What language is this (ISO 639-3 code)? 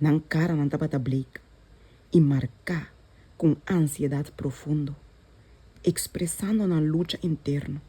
pap